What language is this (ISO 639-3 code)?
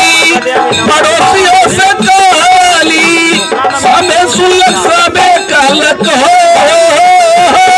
mag